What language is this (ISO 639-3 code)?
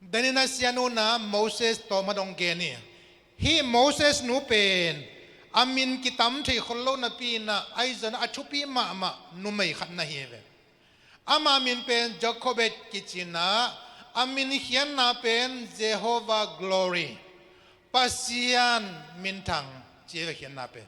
ctd